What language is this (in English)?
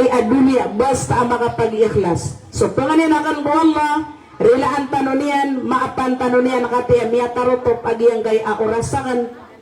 Maranao